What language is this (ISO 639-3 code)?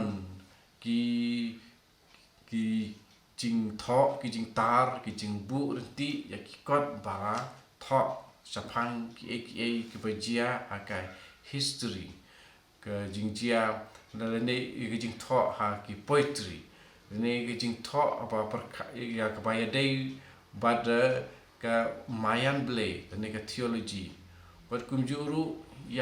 kha